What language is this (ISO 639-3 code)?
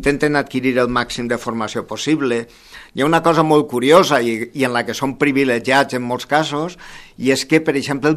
cat